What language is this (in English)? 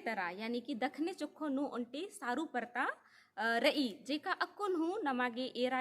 Kurukh